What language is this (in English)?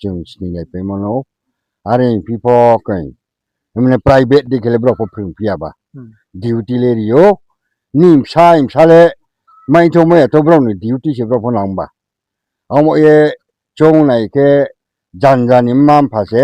Riang (India)